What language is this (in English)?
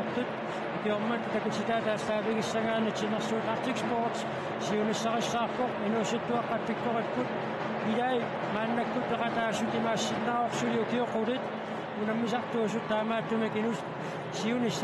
Kalaallisut